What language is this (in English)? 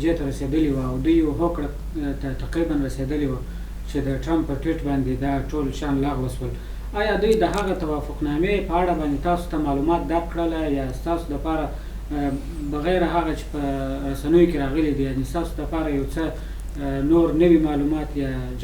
Pashto